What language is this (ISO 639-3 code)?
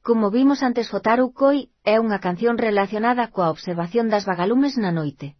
glg